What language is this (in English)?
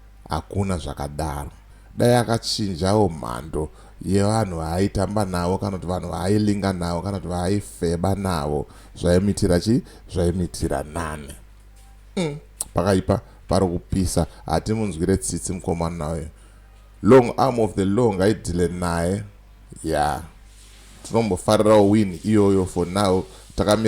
Shona